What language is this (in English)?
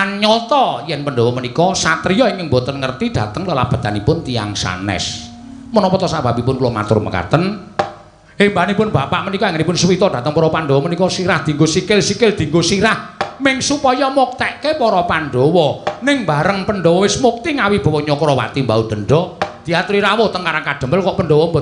Javanese